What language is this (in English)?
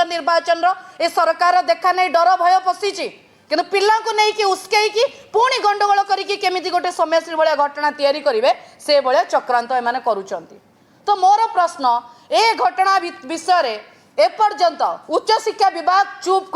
Odia